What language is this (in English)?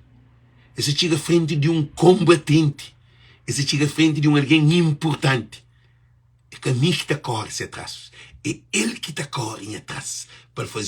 Kabuverdianu